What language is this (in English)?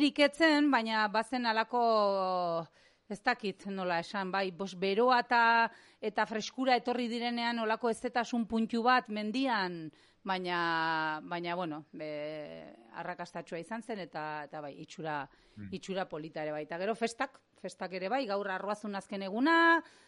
Basque